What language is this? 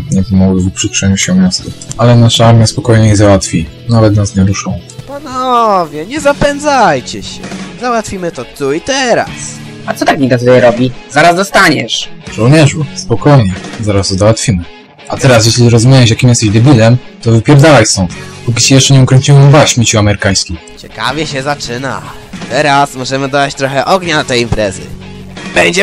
Polish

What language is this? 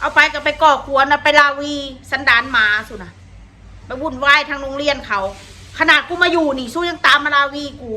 Northeastern Thai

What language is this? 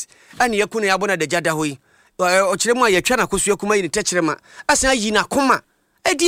Akan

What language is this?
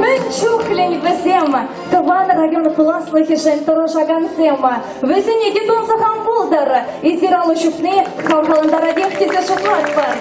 Chuvash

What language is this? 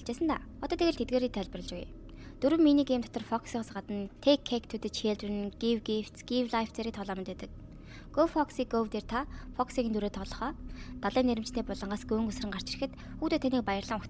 Mongolian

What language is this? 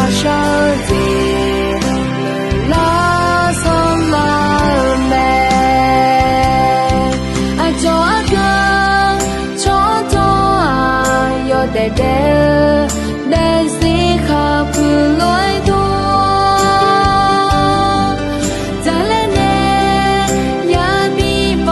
Akha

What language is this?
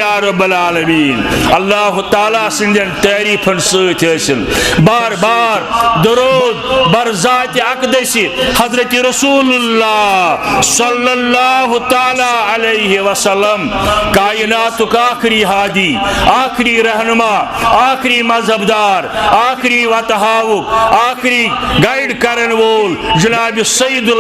Kashmiri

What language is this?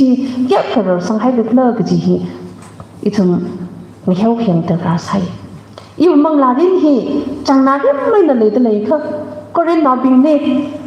Tangkhul Naga (India)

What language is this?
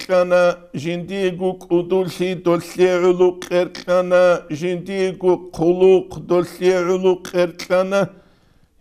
Avaric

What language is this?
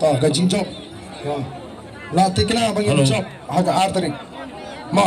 Khasi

